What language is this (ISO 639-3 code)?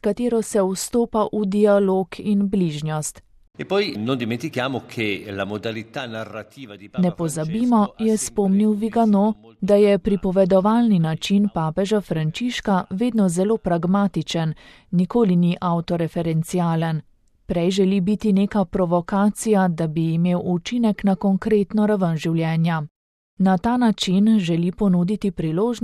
slv